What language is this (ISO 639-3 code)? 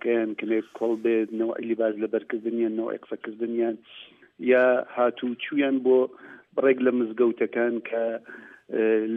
ckb